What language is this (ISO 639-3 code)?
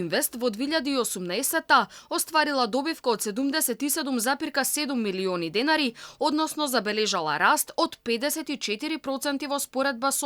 mkd